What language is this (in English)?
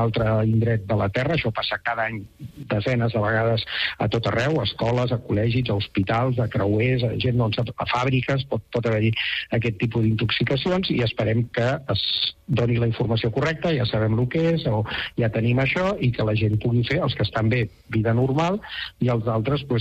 Catalan